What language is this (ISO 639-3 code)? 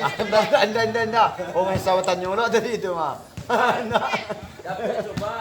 min